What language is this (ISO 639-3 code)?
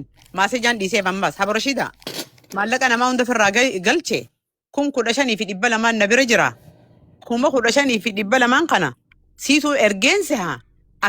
orm